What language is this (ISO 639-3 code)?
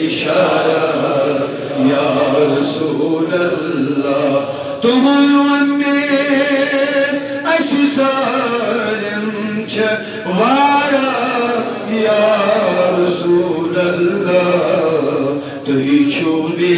kas